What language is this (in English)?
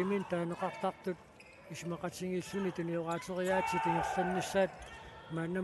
Kalaallisut